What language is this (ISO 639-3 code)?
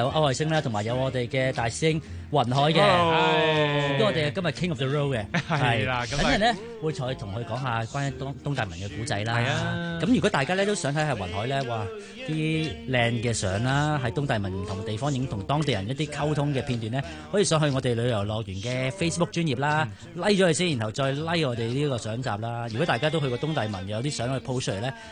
yue